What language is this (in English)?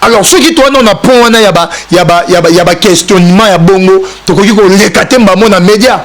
Lingala